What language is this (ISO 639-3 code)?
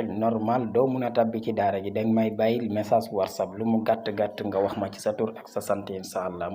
wol